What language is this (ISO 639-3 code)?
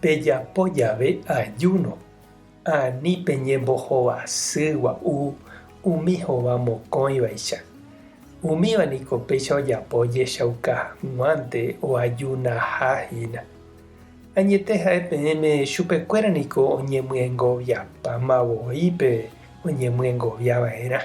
grn